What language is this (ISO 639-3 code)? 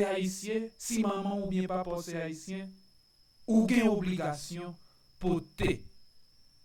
hat